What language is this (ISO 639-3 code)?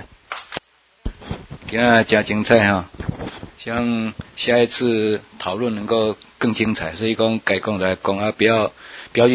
zho